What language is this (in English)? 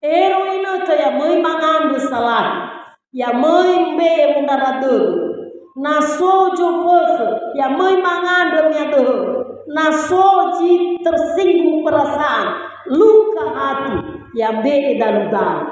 Nias